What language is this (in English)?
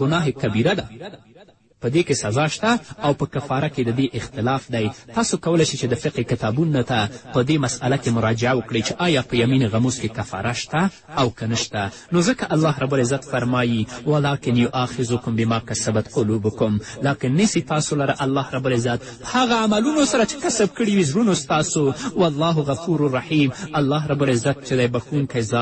Pashto